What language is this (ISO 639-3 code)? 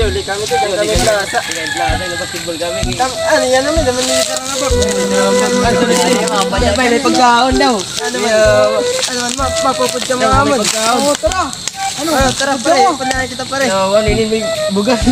war